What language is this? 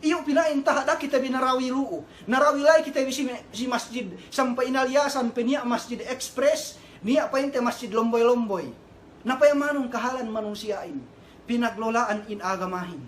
Yakan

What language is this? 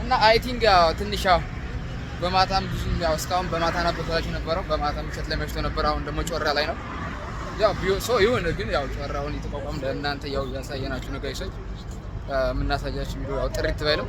Amharic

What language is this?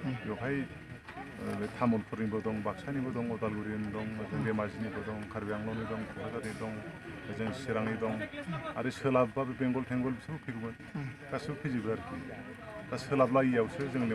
Bodo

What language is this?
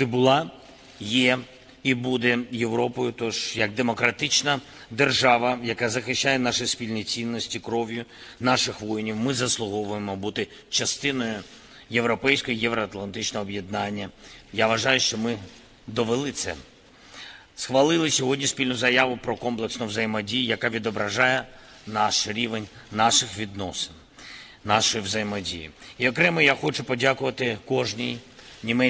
Ukrainian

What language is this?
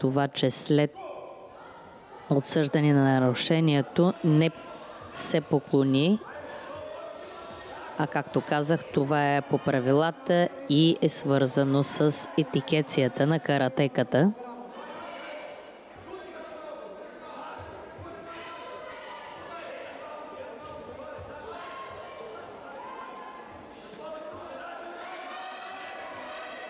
Bulgarian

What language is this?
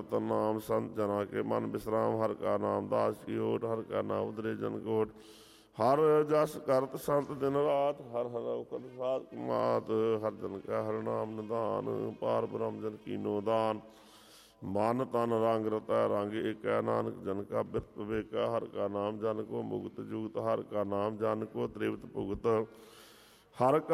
Punjabi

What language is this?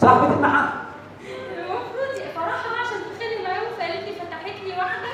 Egyptian Arabic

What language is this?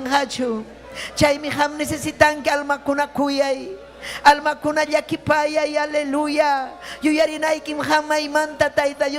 Ayacucho Quechua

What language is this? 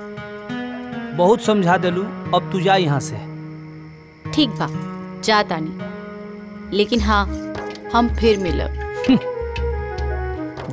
Bhojpuri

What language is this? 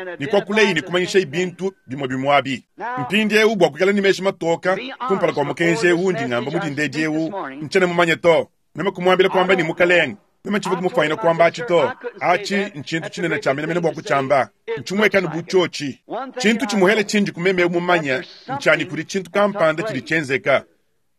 Luba-Lulua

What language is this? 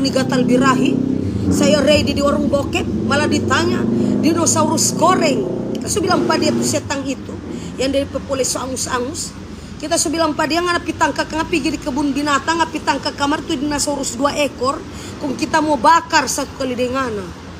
Manado Malay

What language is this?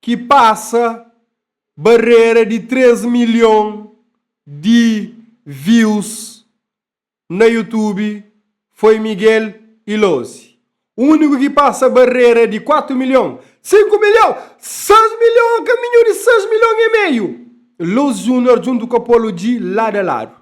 Kabuverdianu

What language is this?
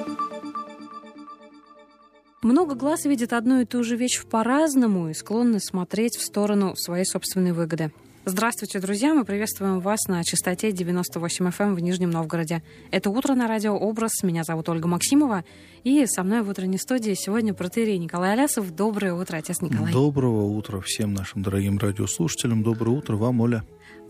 Russian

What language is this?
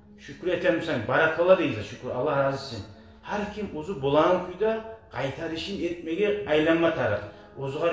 Kumyk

